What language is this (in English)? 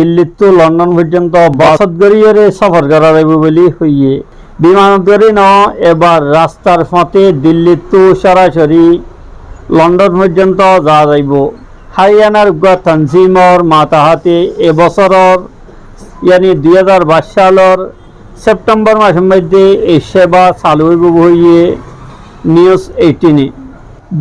Rohingya